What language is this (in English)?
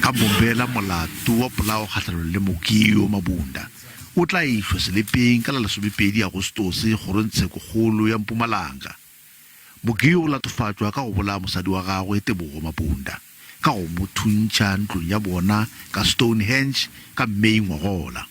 Northern Sotho